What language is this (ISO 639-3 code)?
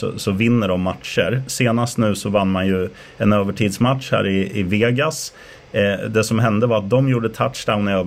swe